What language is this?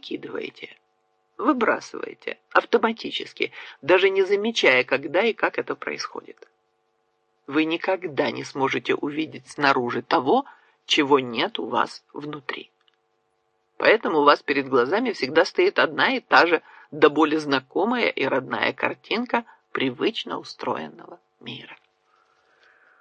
Russian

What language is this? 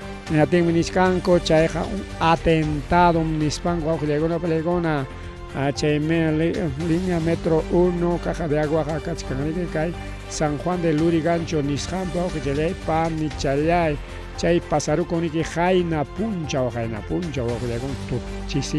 Ayacucho Quechua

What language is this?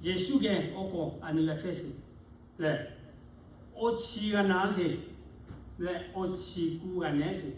Lahu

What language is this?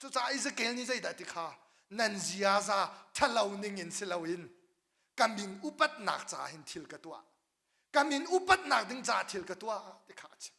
Hakha Chin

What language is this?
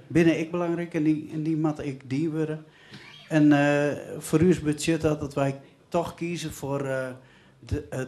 Western Frisian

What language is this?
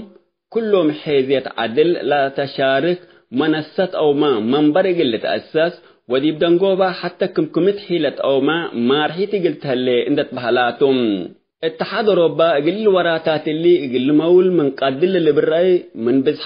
Tigre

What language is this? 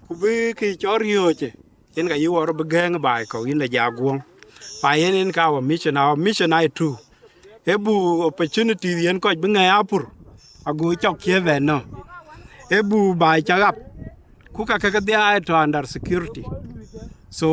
Dinka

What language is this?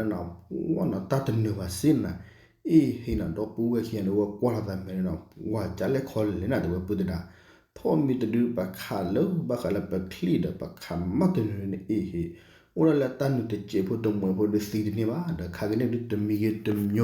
S'gaw Karen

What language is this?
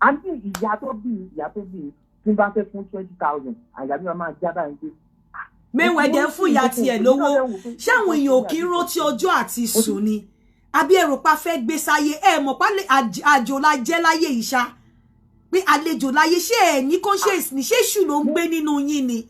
Yoruba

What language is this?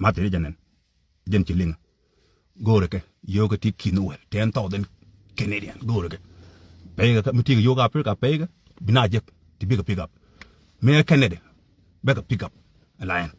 Nuer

